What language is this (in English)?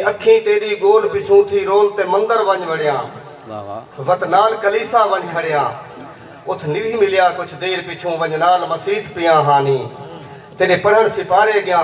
Saraiki